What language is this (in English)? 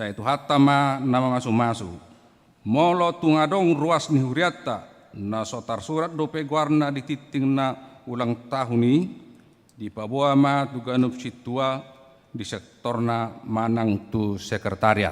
Batak Toba